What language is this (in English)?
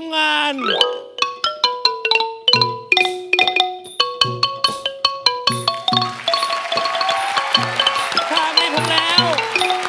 Thai